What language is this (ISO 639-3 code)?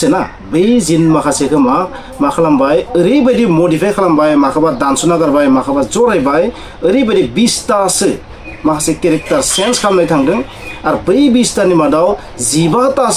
brx